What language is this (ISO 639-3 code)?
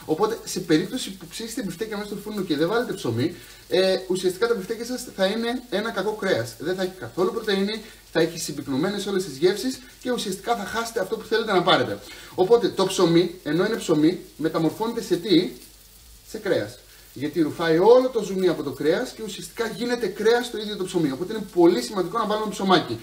ell